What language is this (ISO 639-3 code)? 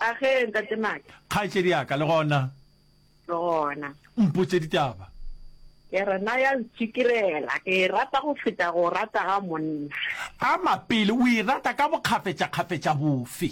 nso